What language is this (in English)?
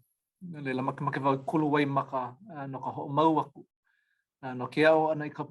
Hawaiian